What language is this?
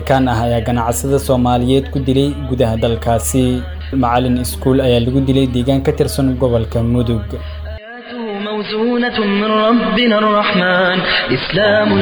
Somali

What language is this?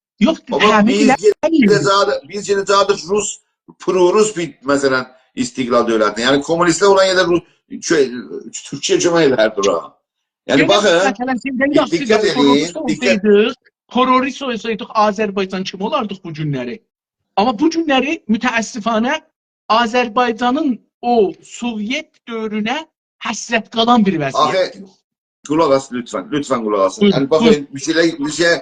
South Azerbaijani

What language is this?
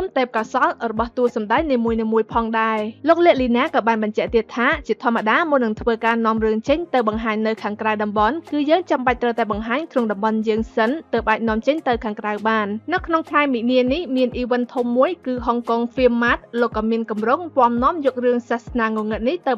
Khmer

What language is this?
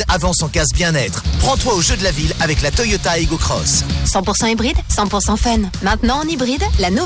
French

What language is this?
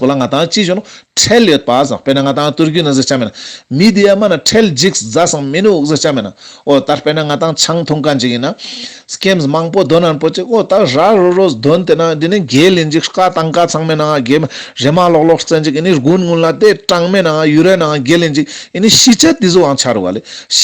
Ladakhi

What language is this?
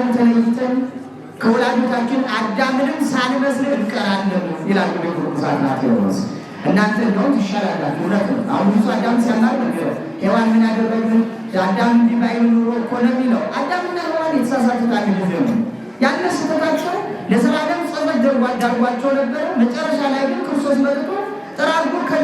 Amharic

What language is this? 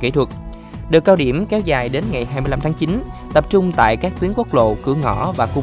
Vietnamese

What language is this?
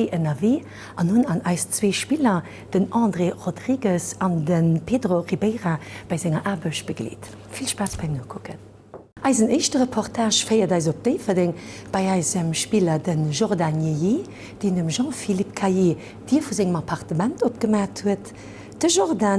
Luxembourgish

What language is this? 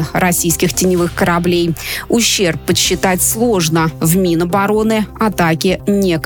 Russian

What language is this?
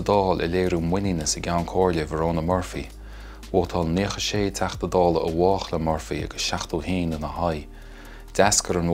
Irish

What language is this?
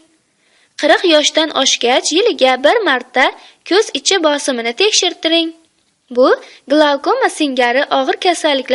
Uzbek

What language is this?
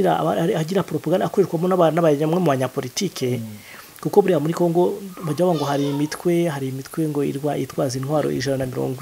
Kinyarwanda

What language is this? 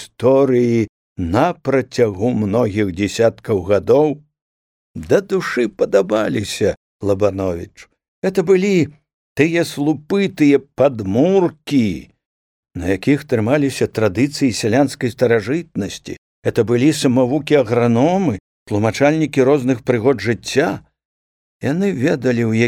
Belarusian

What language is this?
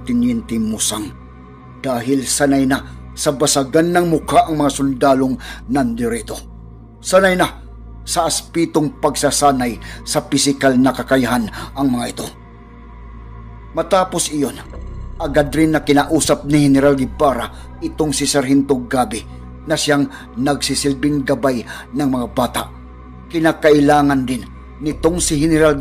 Filipino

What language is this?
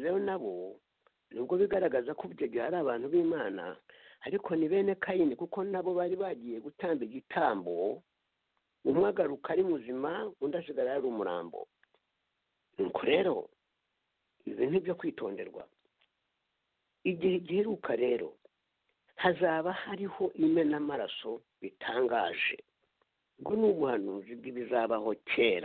Kinyarwanda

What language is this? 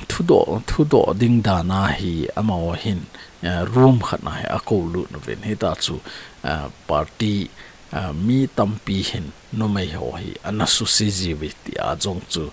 Thado Chin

